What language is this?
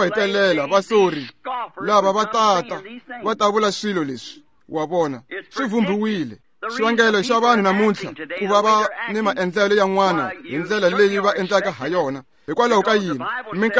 Tsonga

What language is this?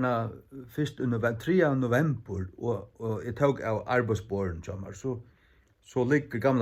Faroese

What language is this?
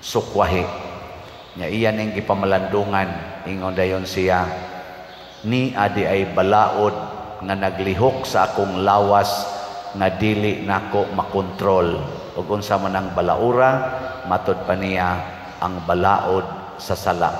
Cebuano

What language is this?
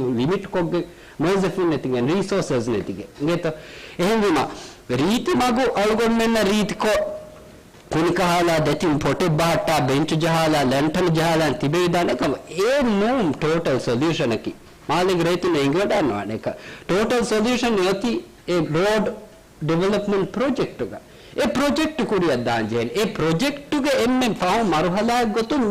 Divehi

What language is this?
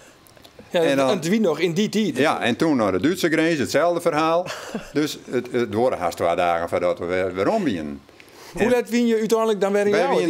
Western Frisian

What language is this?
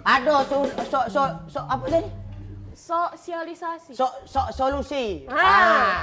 Musi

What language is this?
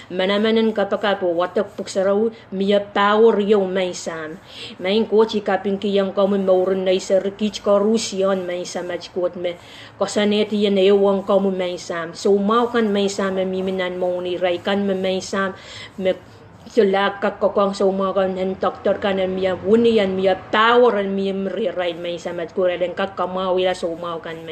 Pohnpeian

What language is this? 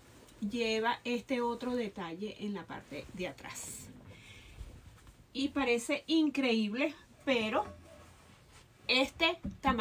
Spanish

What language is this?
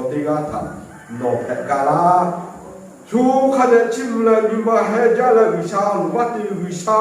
Lahu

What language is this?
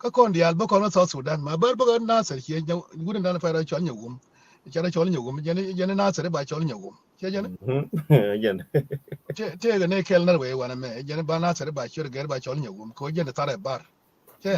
Nuer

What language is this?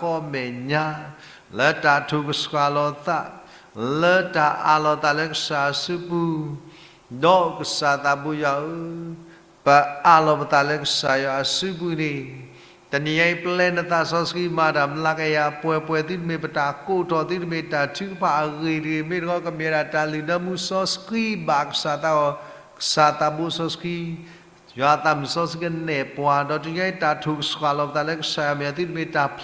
S'gaw Karen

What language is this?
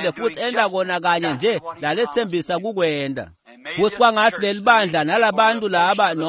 Swati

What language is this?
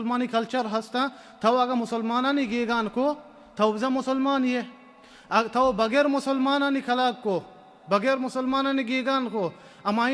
Baluchi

